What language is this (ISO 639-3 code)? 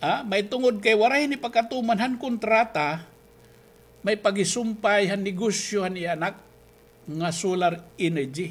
war